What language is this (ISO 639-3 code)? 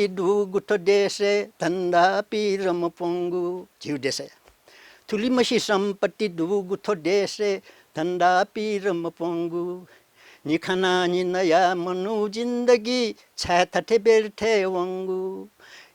new